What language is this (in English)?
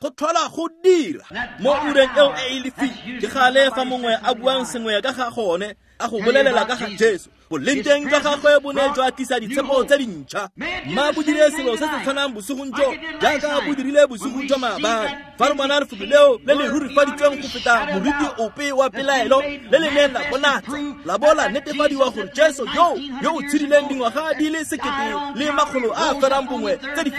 Tswana